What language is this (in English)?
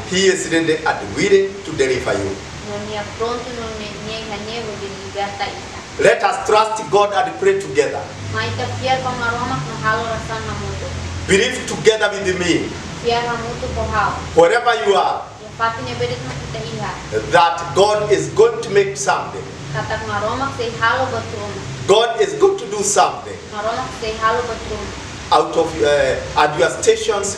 Tetum